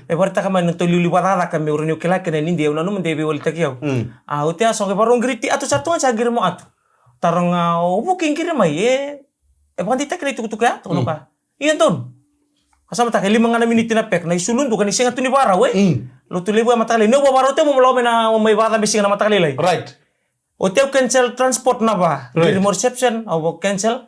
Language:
Fijian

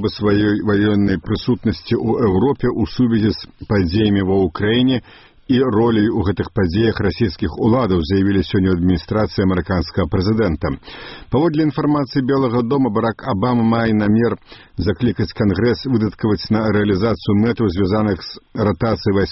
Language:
Belarusian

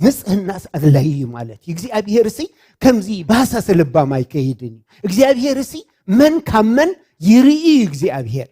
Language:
Tigrinya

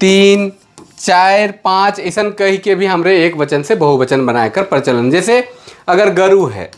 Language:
Sadri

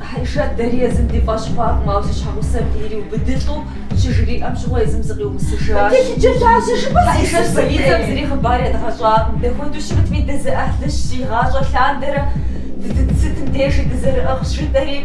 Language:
Kabardian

